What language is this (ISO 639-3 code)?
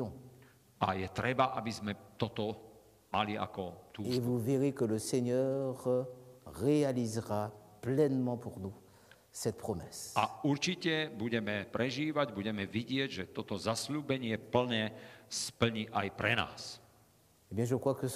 slk